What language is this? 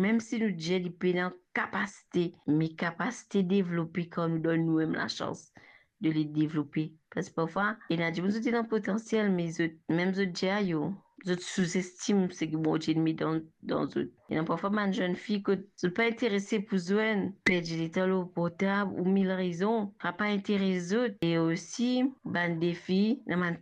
Morisyen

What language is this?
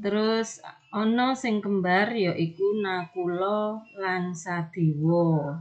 Javanese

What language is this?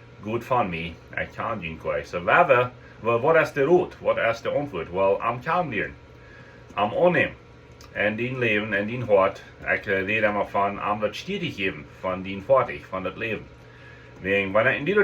Plautdietsch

